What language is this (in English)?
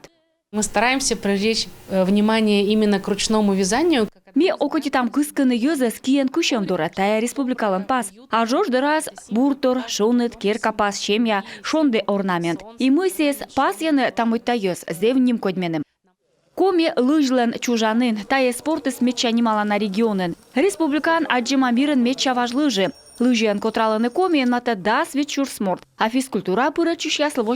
Komi